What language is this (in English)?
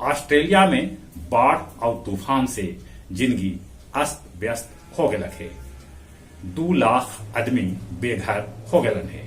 Magahi